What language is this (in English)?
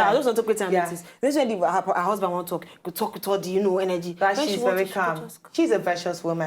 Nigerian Pidgin